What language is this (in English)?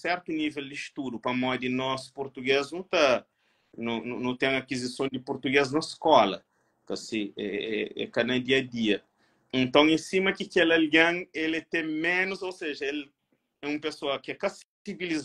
Kabuverdianu